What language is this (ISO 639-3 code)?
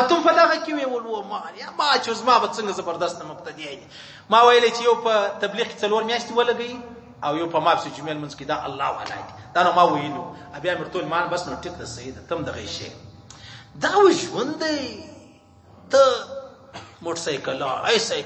pus